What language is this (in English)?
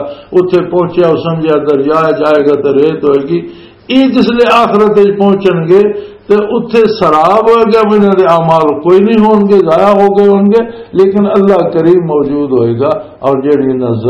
Western Panjabi